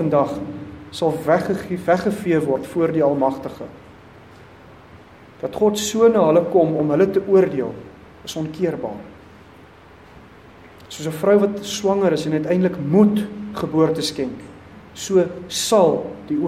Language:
Afrikaans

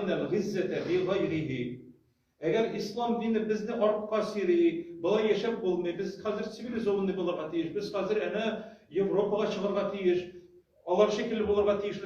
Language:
Tatar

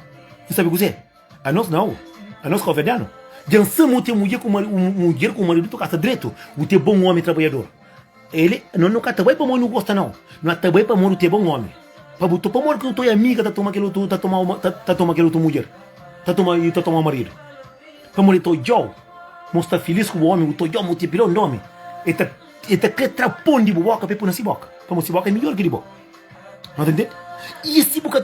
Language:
Kabuverdianu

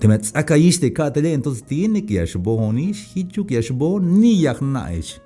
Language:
Tzeltal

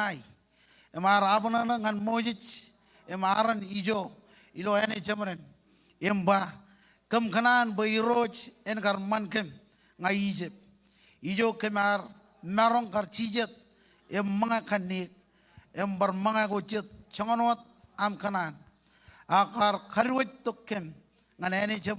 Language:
Marshallese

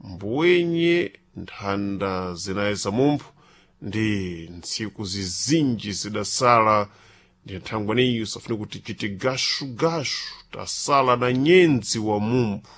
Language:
Sena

